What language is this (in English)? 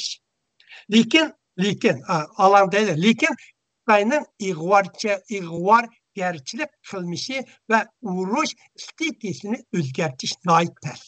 Uyghur